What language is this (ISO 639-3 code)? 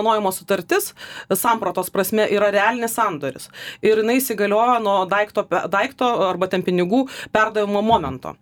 lit